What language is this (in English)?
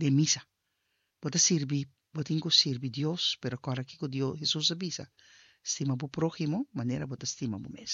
Papiamento